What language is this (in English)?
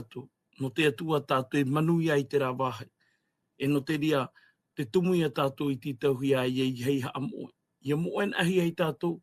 Tahitian